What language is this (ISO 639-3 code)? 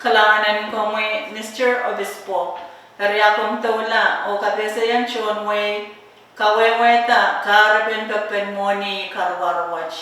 pon